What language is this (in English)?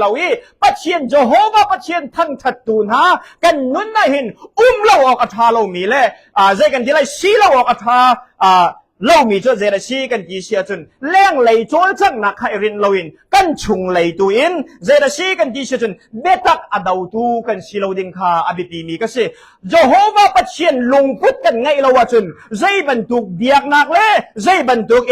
Hakha Chin